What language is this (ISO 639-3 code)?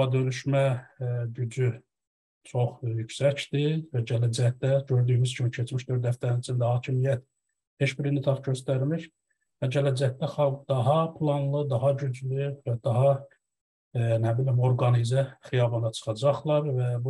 azb